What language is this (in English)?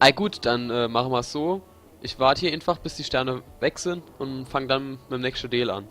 Palatine German